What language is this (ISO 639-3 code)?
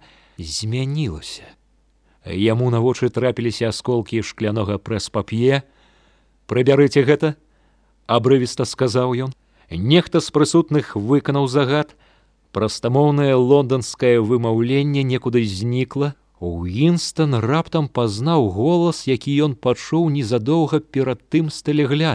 bel